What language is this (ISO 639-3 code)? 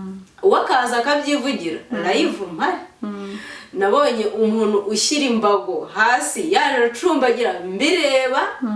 kin